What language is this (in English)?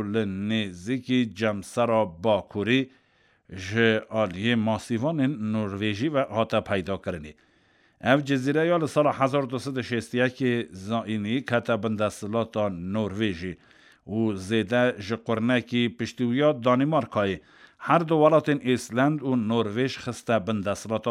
Kurdish